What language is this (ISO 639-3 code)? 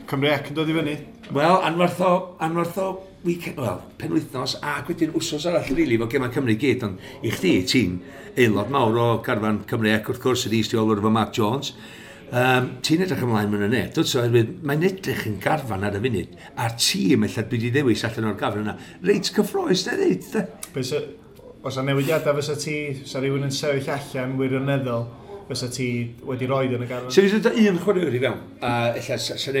cym